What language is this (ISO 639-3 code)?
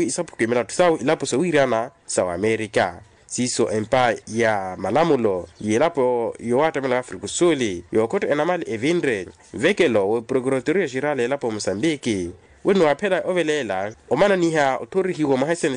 vmw